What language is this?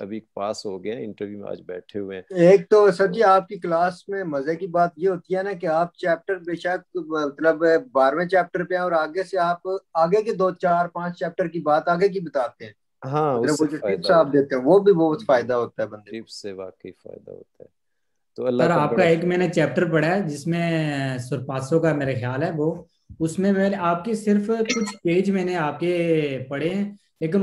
Punjabi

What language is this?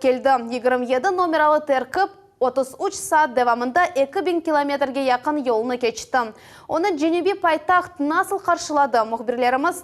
Crimean Tatar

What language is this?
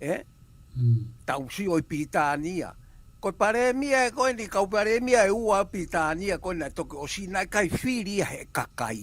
Tongan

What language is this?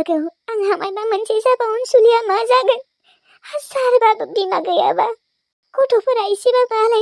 Bodo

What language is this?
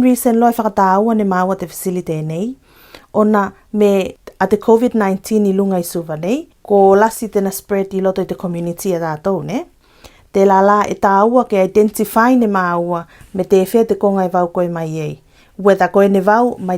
Tuvalu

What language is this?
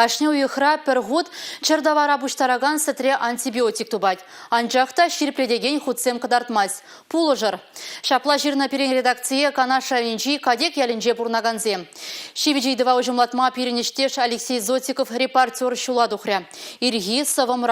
Chuvash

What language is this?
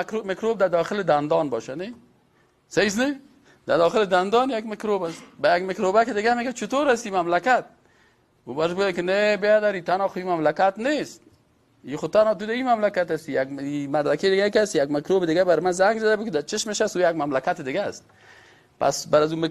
Persian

